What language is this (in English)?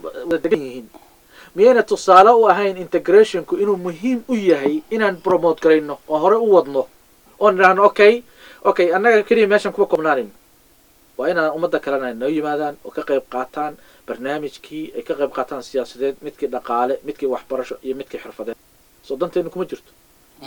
Somali